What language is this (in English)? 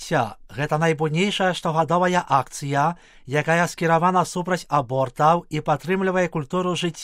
Belarusian